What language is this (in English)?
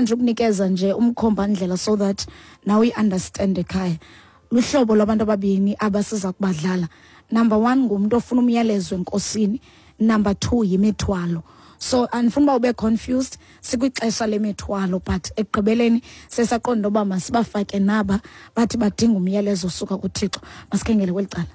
Xhosa